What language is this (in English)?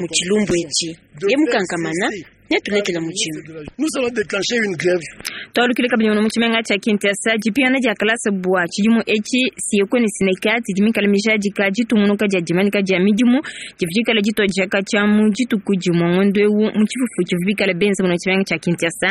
Luba-Lulua